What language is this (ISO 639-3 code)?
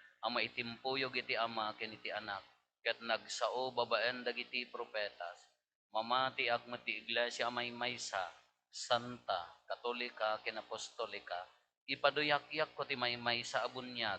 ilo